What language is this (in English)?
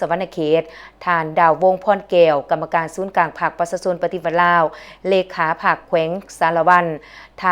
Lao